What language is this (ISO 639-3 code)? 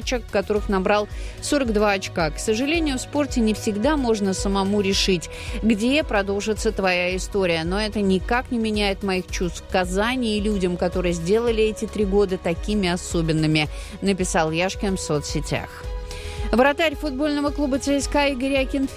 rus